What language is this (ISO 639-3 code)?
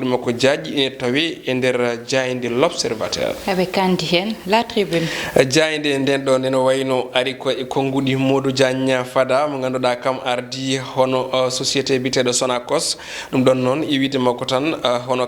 ful